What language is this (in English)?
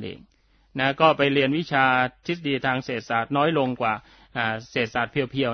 Thai